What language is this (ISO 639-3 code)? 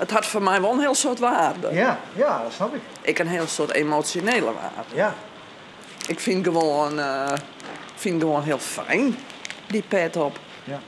fry